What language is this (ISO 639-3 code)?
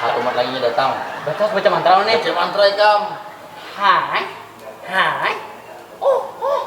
bjn